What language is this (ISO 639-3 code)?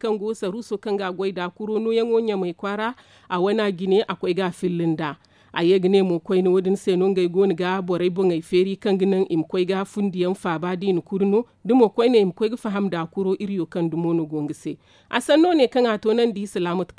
dje